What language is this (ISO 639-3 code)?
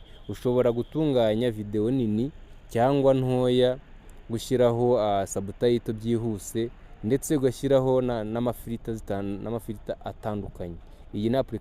kin